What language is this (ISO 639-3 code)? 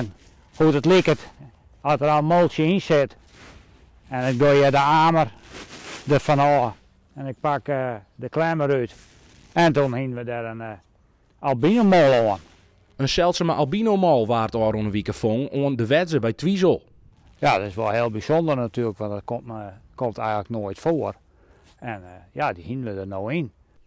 fry